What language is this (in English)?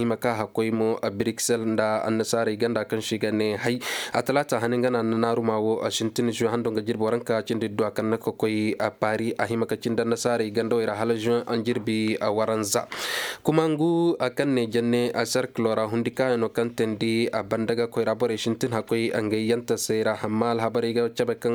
Koyraboro Senni